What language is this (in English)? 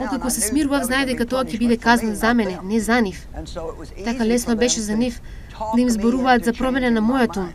Macedonian